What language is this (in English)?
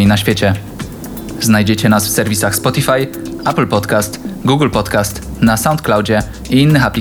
Polish